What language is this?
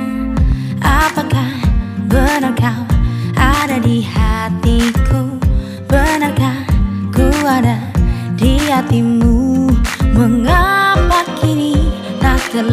Indonesian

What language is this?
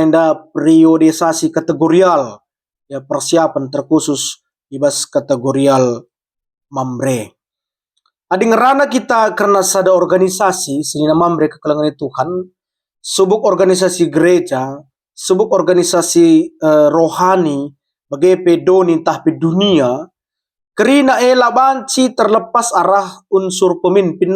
Batak Karo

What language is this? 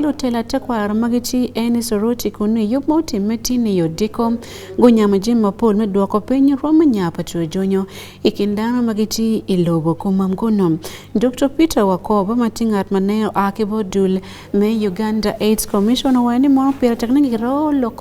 Acoli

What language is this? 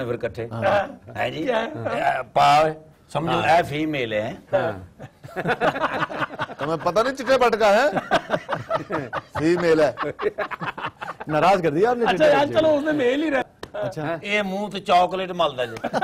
Urdu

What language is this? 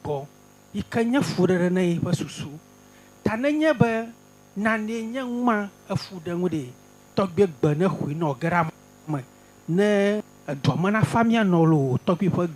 Ewe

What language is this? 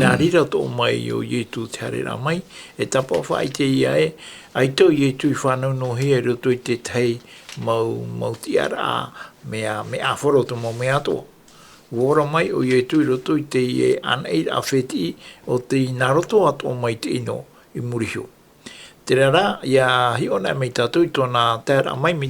Tahitian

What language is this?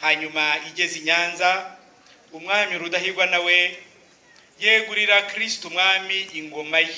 Kinyarwanda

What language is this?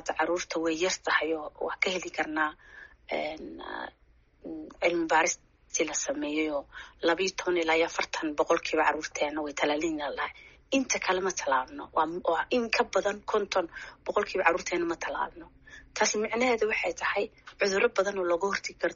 Somali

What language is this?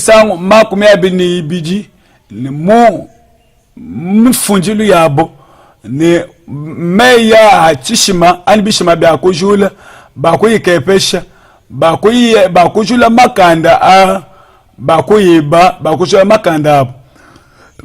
Luba-Lulua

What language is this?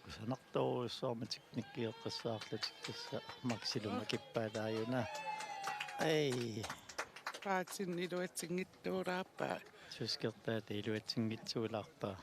Kalaallisut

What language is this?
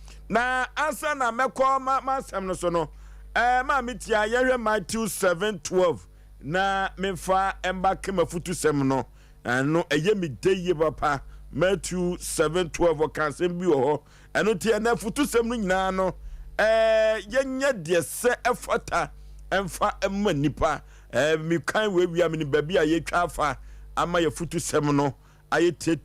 Akan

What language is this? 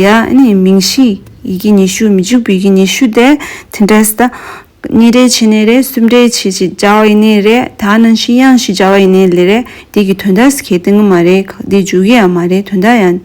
Tibetan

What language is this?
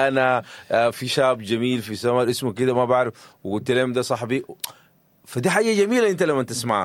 Sudanese Arabic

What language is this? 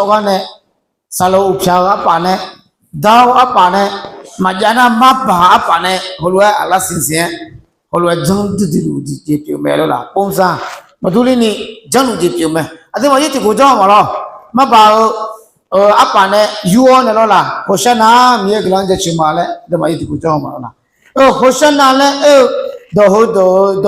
Akha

